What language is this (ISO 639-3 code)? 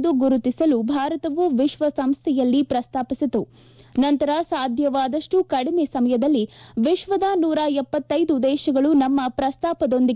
kan